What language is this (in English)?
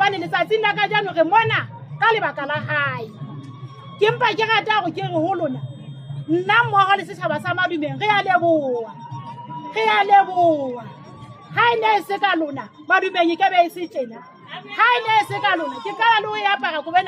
Southern Sotho